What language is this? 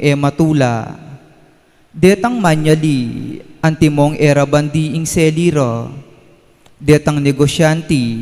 Pampanga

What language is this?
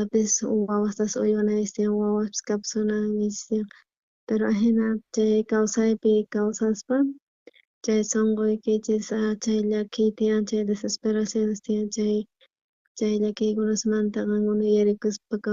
South Bolivian Quechua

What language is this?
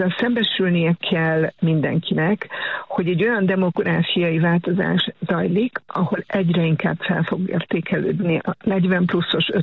Hungarian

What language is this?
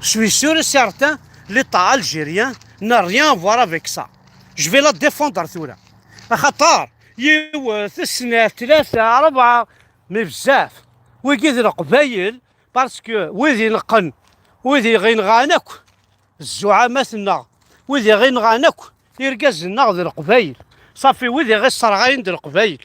Kabyle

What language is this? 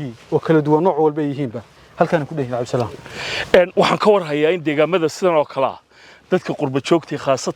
Somali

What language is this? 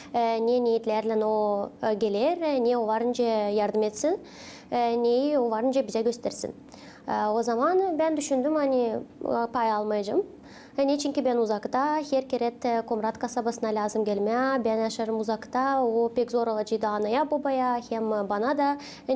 Gagauz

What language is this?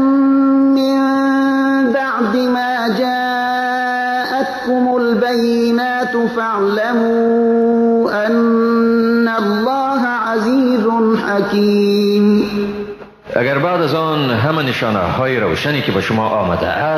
Persian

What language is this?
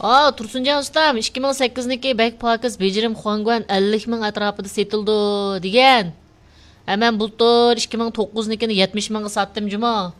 Uyghur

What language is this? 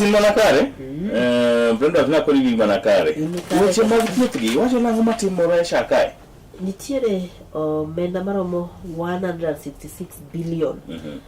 Luo (Kenya and Tanzania)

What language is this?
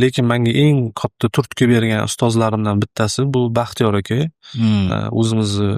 Uzbek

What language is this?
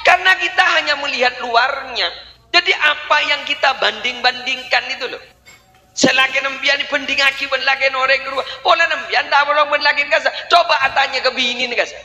Madurese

